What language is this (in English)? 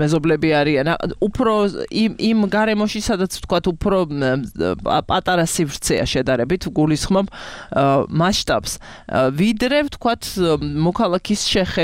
Georgian